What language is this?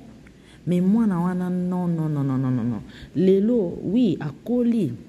Lingala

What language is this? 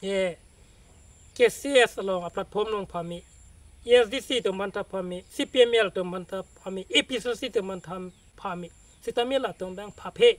Karbi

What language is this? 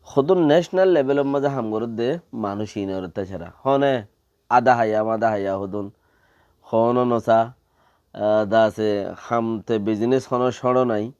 Rohingya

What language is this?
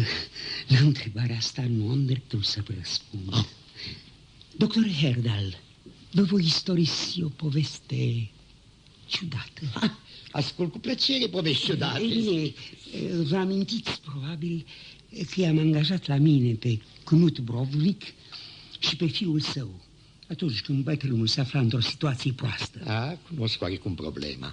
Romanian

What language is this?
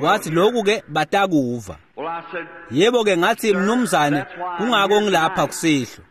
Swati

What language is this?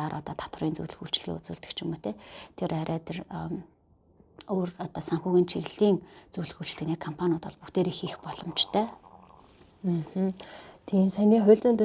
Mongolian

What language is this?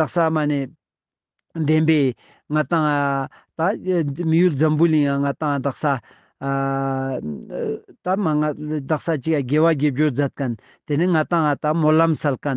Ladakhi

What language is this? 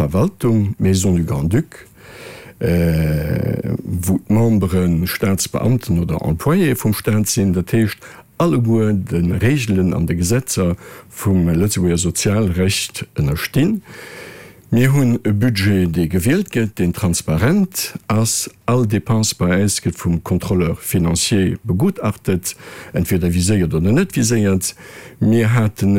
Luxembourgish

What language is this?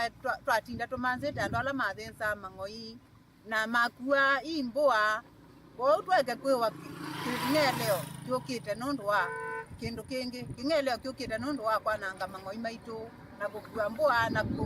Kamba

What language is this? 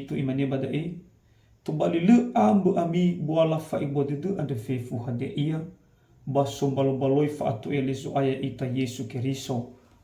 Nias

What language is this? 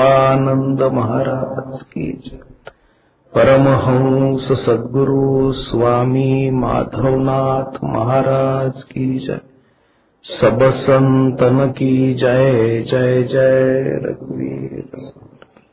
Marathi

